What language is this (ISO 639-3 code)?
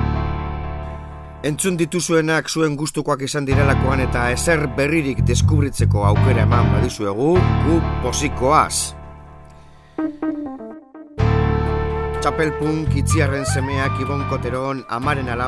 eus